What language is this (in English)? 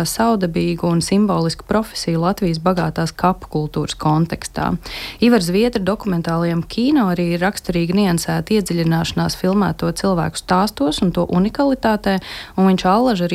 Latvian